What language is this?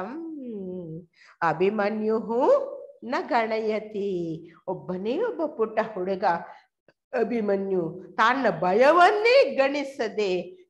Kannada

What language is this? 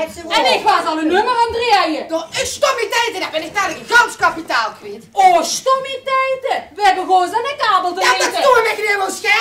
Limburgish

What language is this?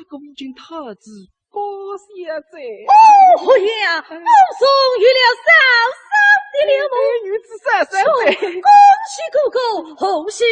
Wu Chinese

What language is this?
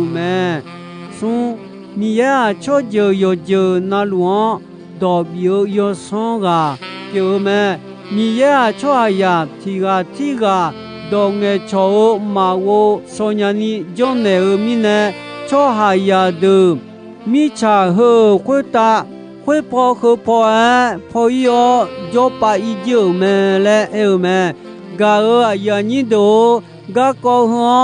Akha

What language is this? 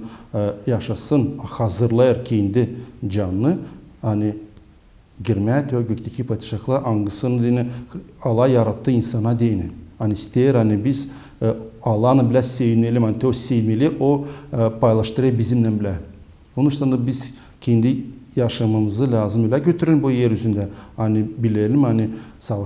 Gagauz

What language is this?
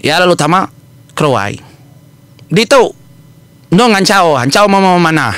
Iban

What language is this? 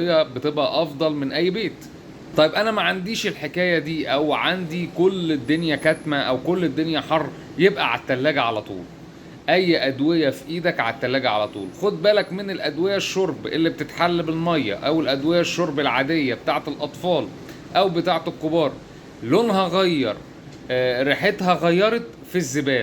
Egyptian Arabic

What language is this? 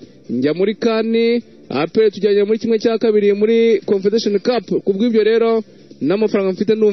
Kinyarwanda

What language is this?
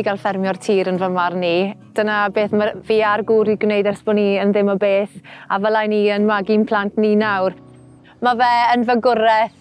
Welsh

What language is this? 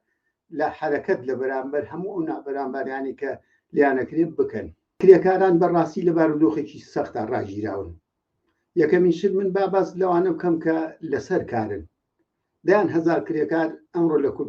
Central Kurdish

